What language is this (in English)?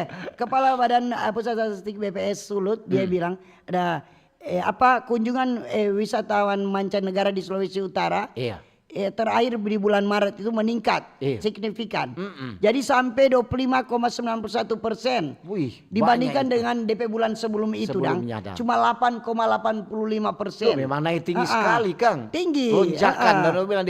Manado Malay